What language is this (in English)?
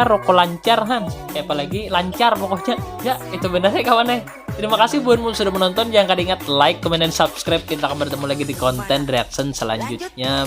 Banjar